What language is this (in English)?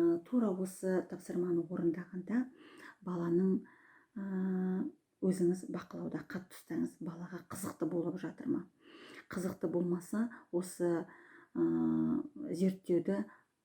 Kazakh